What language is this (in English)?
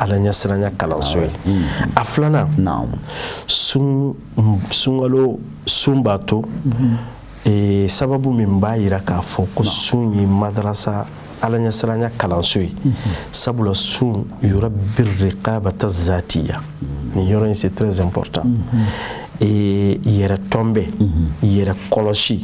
Bambara